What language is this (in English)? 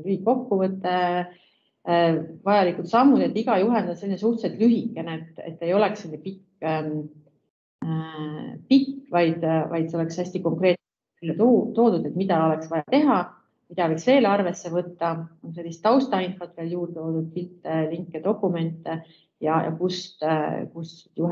Estonian